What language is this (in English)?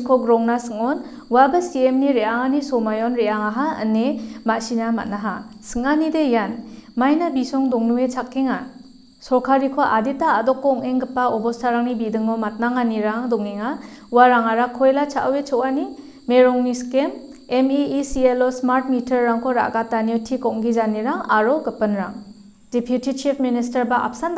Garo